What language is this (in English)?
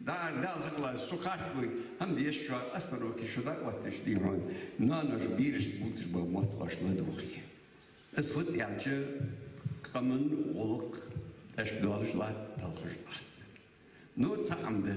Ingush